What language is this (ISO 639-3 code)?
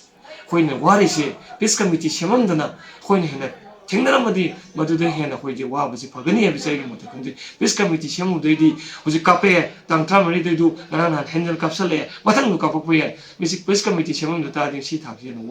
mni